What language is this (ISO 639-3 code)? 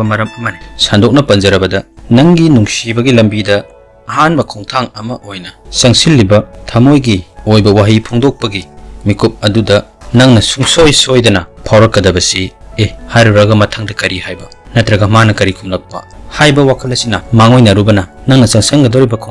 mni